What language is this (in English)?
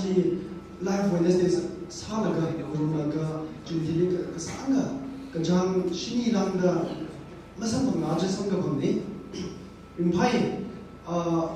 Tangkhul Naga (India)